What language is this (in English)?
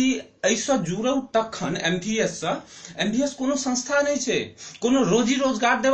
Maithili